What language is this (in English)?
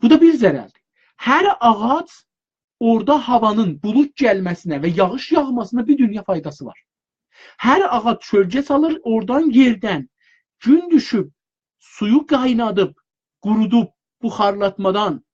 South Azerbaijani